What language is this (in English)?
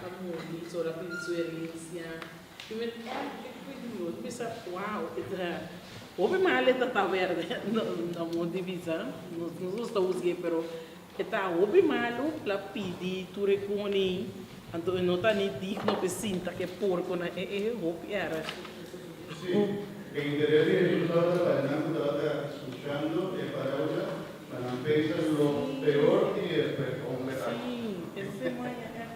Papiamento